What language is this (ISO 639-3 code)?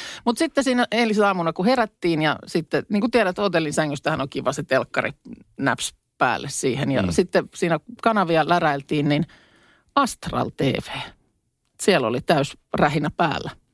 fin